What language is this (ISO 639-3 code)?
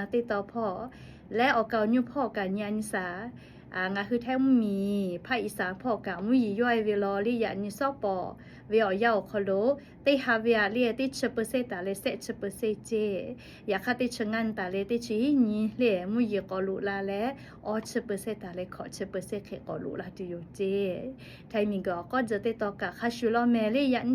lhu